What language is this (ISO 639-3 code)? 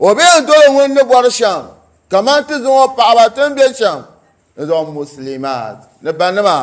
dag